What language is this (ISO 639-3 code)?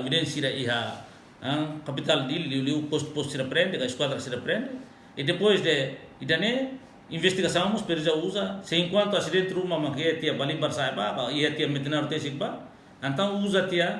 tet